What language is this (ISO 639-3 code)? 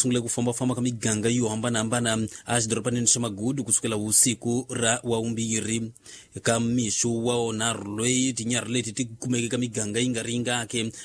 tso